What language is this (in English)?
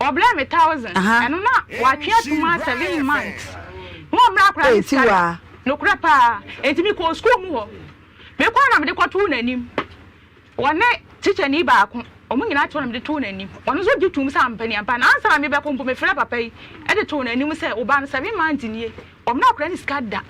Akan